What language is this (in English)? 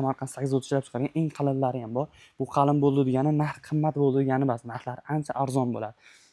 Uzbek